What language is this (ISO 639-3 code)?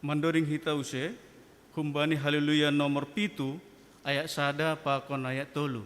bts